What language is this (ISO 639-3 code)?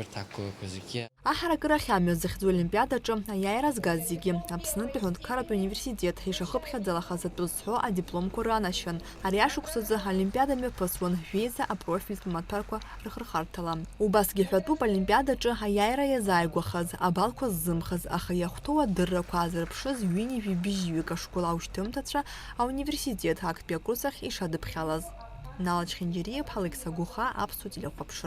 abk